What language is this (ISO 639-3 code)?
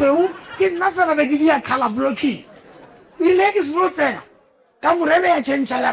nso